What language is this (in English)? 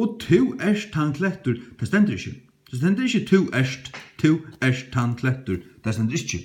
Faroese